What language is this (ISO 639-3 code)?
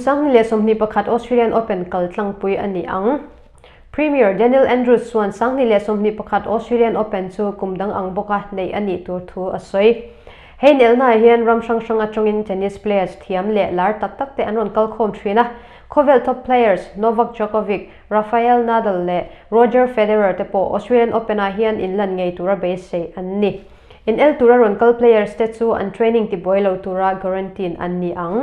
lus